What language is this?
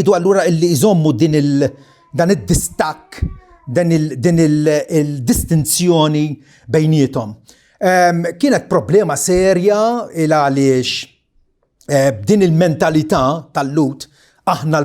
Maltese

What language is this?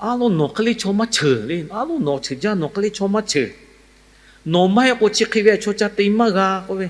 Lahu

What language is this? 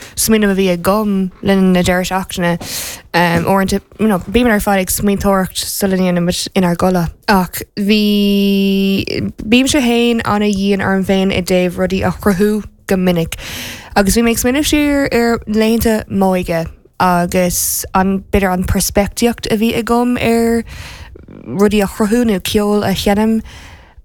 Irish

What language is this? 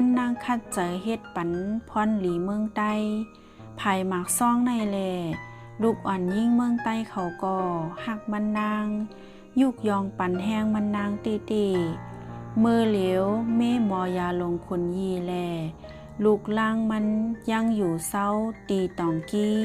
Shan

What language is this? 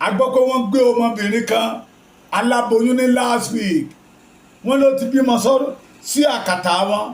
Yoruba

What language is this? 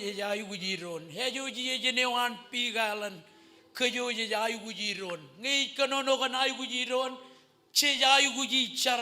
Marshallese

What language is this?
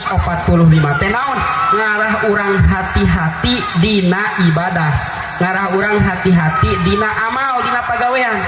Sundanese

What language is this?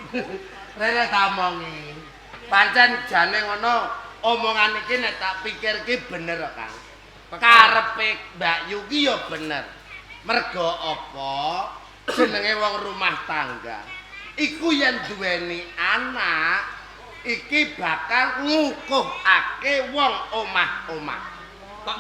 Javanese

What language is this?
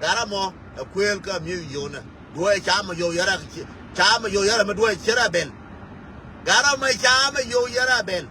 Nuer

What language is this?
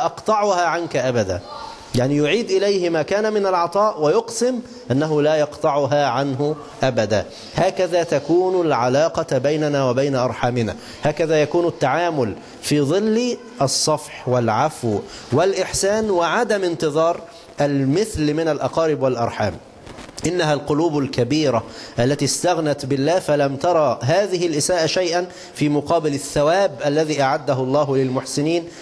Arabic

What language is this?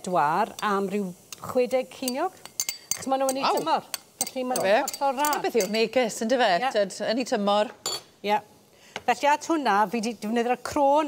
Welsh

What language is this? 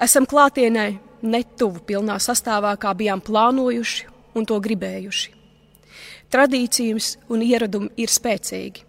Latvian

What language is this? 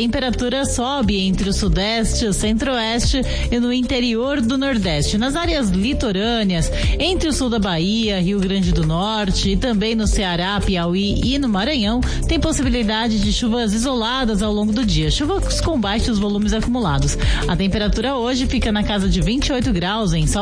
Portuguese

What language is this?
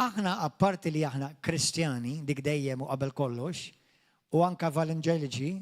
Maltese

